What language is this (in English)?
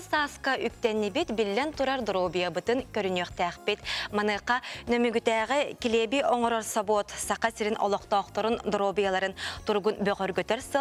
Yakut